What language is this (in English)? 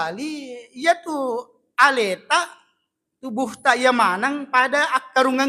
Buginese